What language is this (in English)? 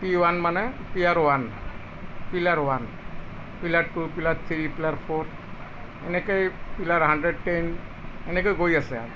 Assamese